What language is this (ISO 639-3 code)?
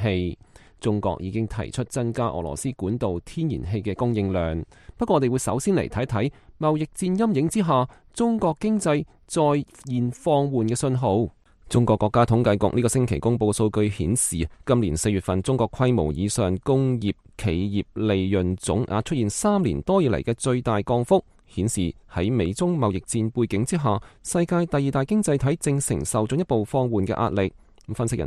yue